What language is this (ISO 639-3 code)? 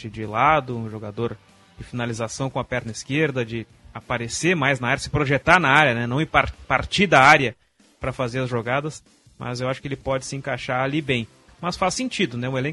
por